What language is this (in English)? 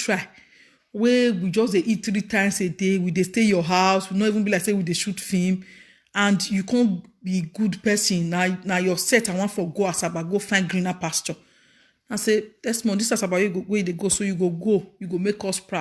Nigerian Pidgin